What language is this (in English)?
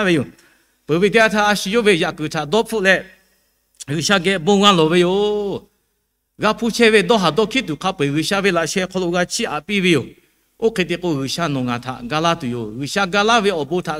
Lahu